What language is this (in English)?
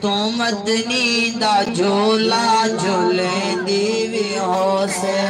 Saraiki